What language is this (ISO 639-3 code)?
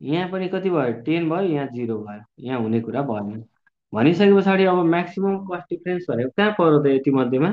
nep